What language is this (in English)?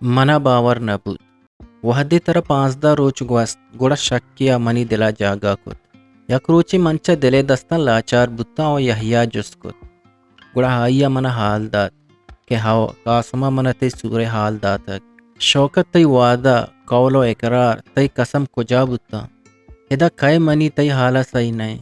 Eastern Balochi